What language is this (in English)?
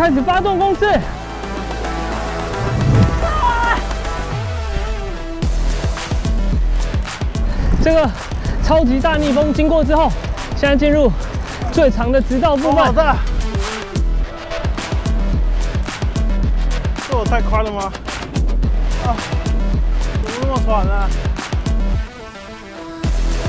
Chinese